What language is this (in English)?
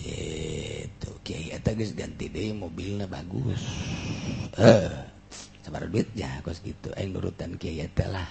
Sundanese